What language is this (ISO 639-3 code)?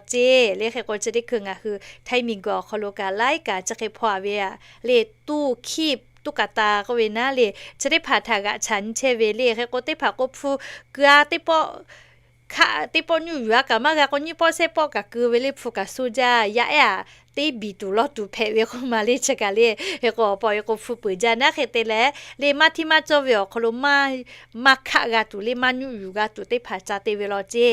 lhu